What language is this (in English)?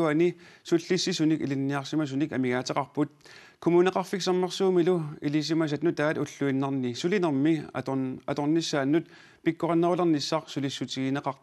Kalaallisut